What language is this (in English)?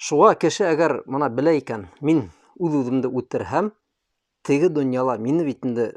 Bashkir